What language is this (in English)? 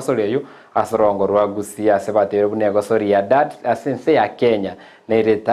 Gusii